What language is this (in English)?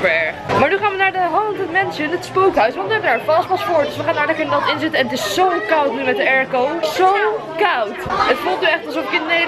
Dutch